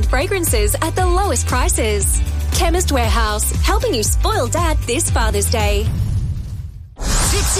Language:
English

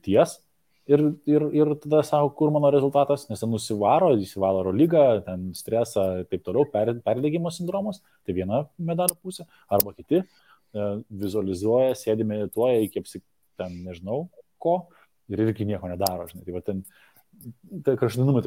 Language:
Lithuanian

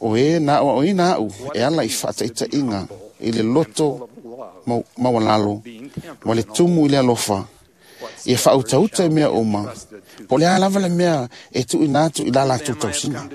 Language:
Samoan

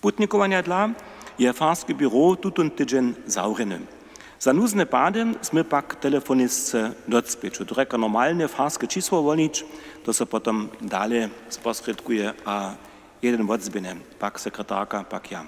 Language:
Upper Sorbian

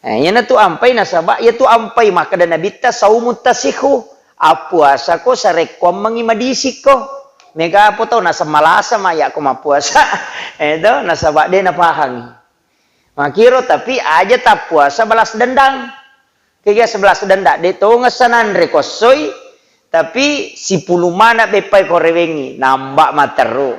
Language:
Buginese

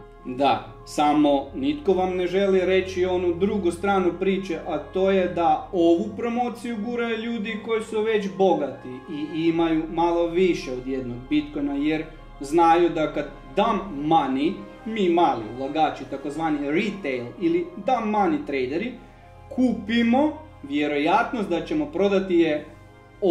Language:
Croatian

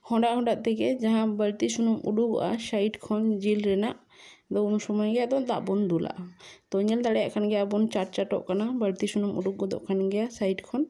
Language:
Santali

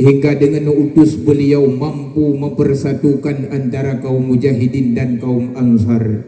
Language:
Achinese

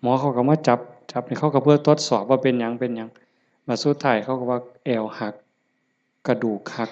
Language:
Lao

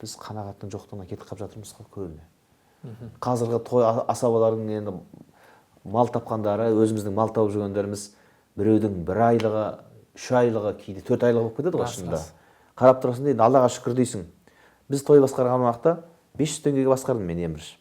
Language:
Kazakh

